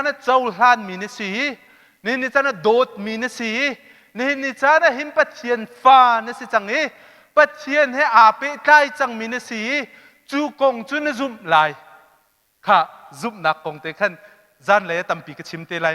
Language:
Hakha Chin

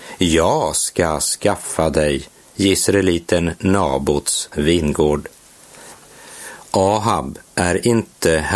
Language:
Swedish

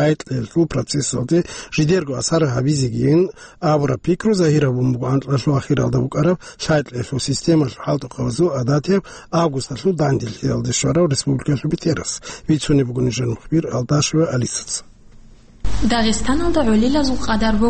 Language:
Avaric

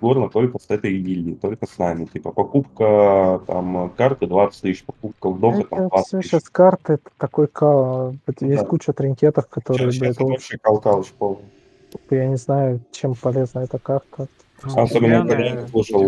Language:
Russian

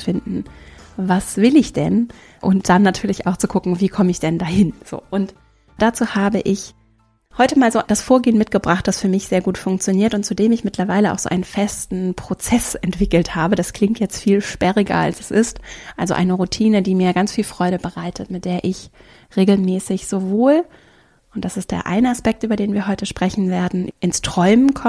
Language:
German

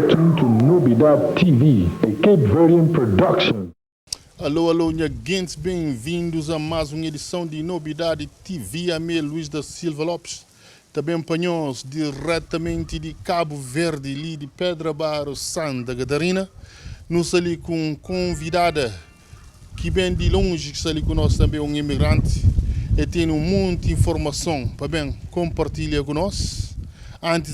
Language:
Kabuverdianu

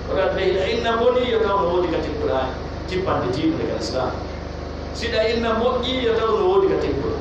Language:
Pular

